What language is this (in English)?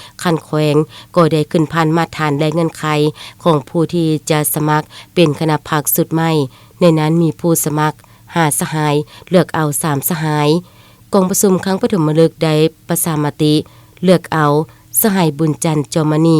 Lao